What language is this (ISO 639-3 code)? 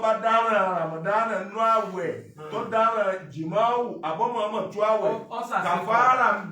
yor